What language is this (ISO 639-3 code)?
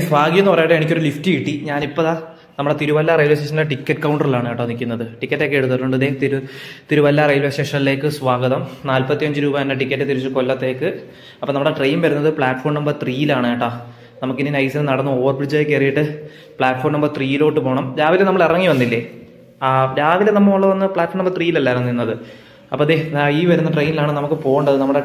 mal